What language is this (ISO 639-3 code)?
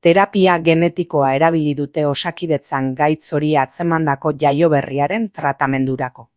eus